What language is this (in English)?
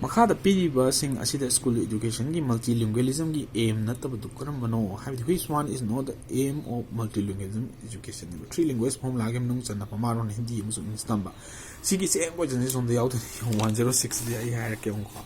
Manipuri